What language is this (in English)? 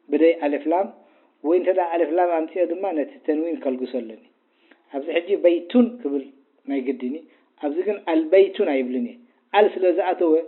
Tigrinya